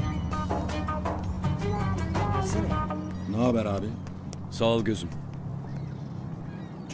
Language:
Turkish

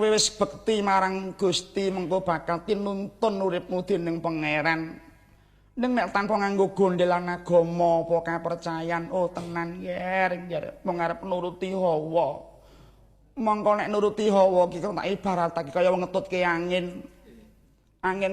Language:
Javanese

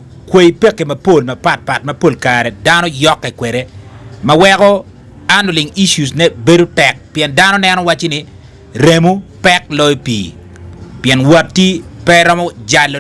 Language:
Acoli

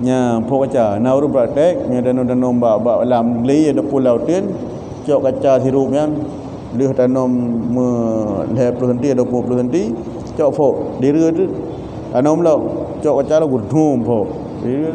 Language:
Achinese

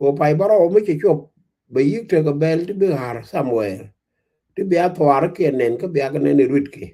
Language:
Nuer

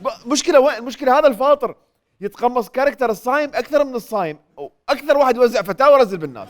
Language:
Mesopotamian Arabic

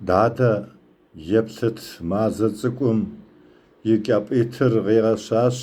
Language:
Kabardian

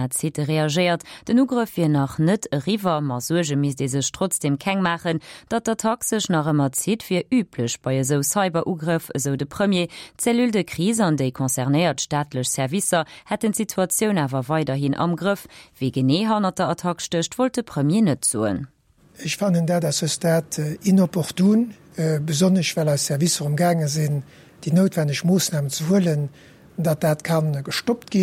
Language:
Luxembourgish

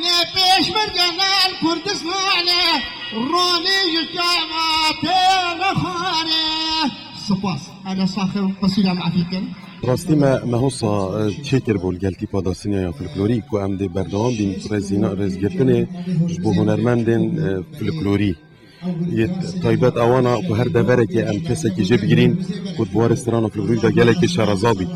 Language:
Kurdish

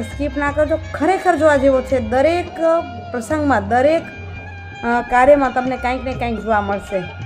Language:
Gujarati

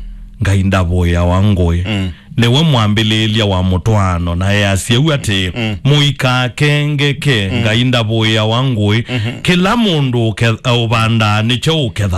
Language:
Kamba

